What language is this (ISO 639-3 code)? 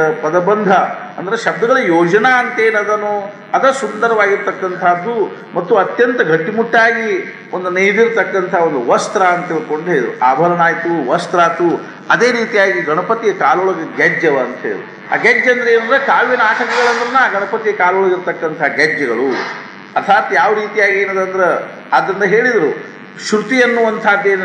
kan